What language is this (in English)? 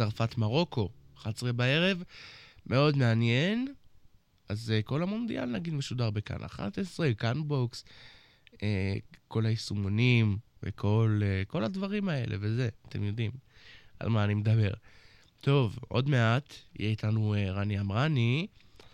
Hebrew